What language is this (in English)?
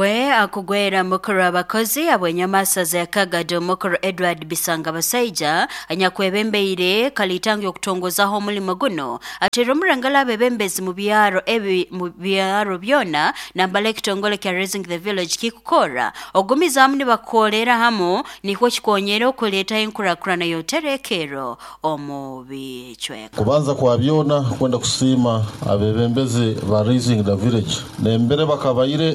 Nyoro